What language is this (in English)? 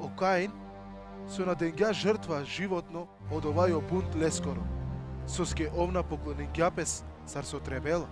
Balkan Romani